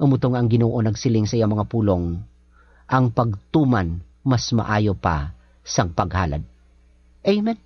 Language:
Hiligaynon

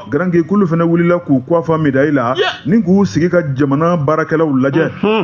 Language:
Bambara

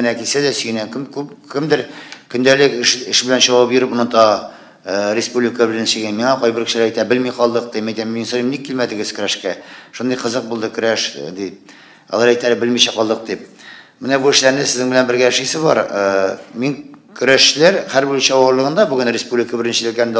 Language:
Tatar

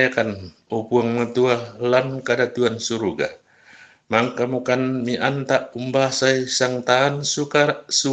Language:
Toraja-Sa'dan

